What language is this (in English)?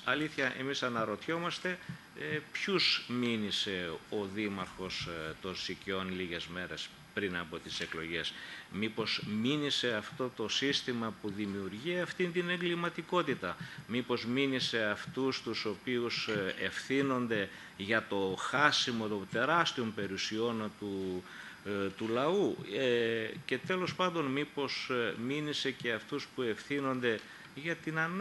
Greek